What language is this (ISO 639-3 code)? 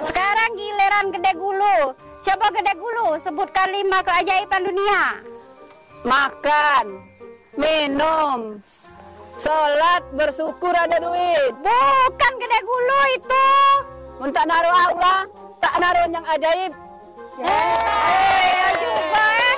mui